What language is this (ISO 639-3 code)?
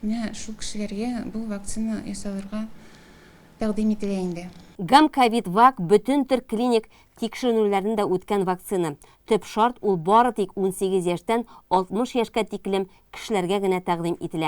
tat